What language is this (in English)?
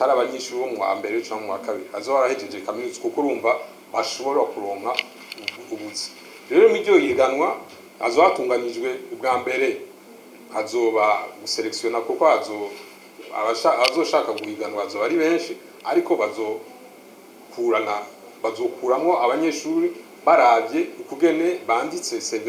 Rundi